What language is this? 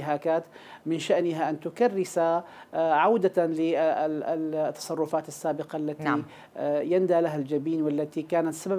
Arabic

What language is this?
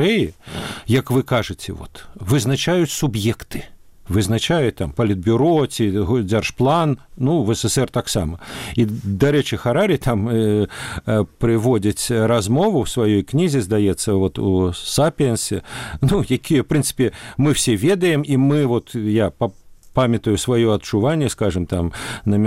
Belarusian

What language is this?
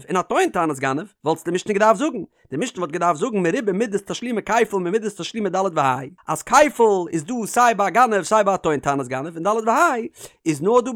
Yiddish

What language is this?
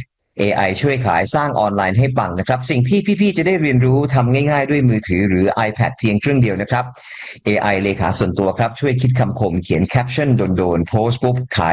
Thai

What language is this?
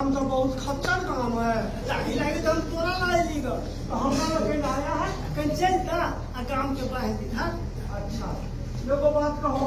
Maithili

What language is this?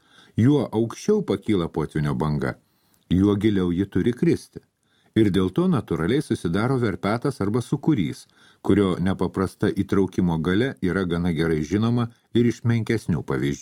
Lithuanian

